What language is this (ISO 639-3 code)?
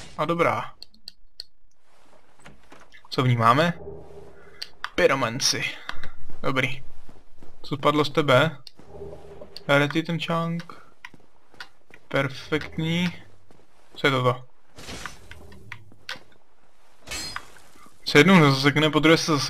ces